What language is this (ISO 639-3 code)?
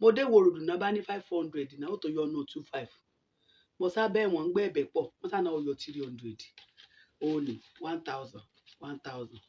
yor